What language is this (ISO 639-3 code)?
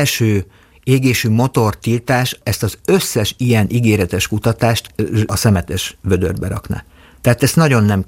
hun